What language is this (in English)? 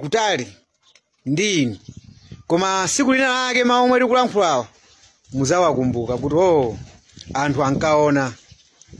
Nyanja